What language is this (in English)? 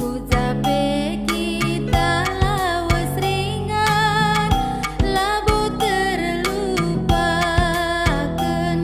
Batak Karo